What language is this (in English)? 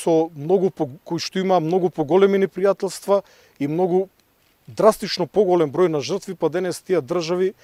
Macedonian